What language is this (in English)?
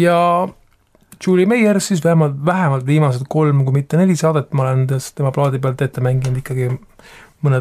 Estonian